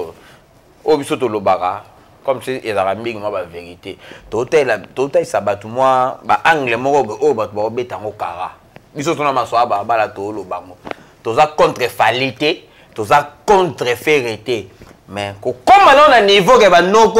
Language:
Lingala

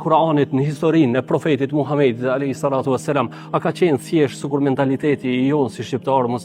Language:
Albanian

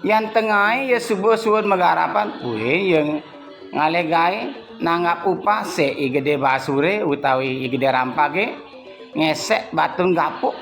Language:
Balinese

